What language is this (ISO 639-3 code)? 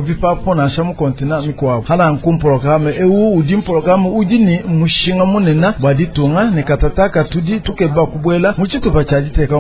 lua